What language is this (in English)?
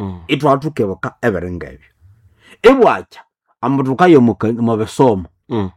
Nande